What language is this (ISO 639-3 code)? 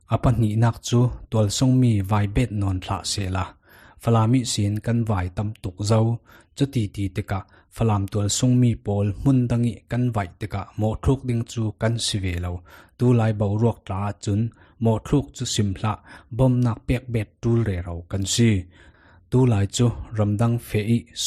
cfm